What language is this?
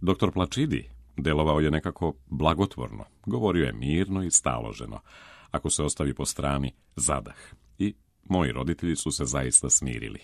Serbian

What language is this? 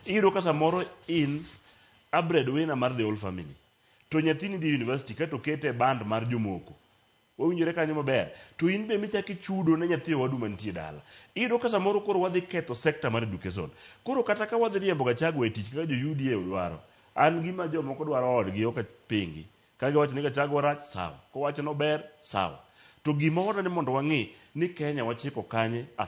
Luo (Kenya and Tanzania)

